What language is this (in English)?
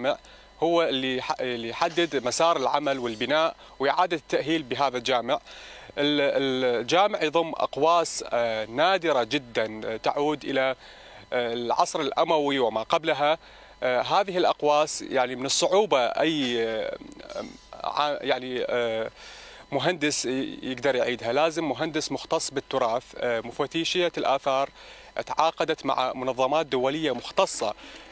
Mesopotamian Arabic